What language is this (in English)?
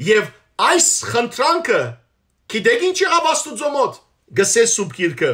Western Armenian